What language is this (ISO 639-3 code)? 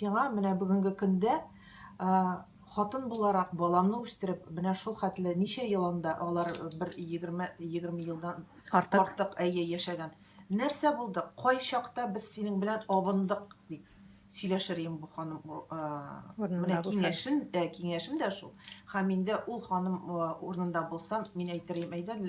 tat